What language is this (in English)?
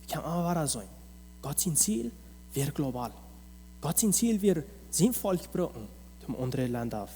Plautdietsch